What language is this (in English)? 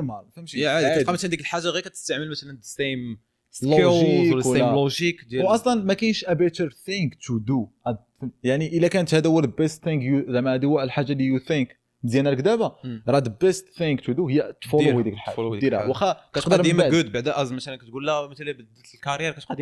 Moroccan Arabic